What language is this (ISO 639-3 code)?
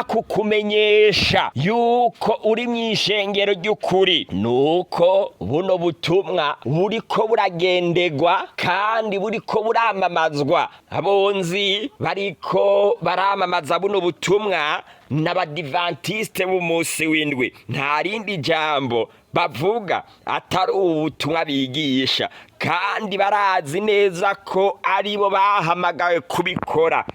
run